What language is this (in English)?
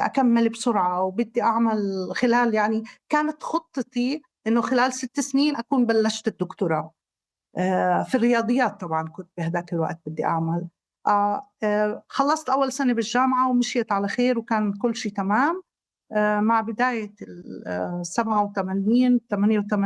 North Levantine Arabic